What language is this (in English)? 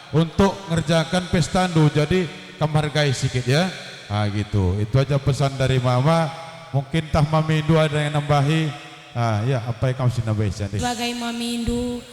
Batak Karo